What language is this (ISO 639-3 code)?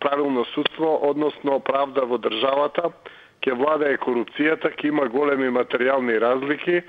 mkd